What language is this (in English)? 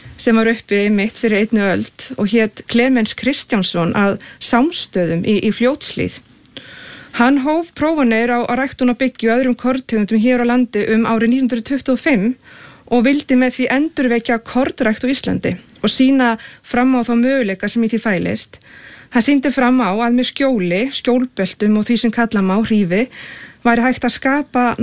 Icelandic